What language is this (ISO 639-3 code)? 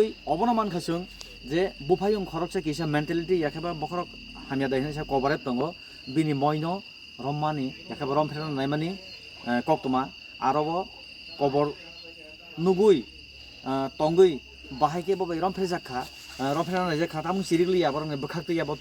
trp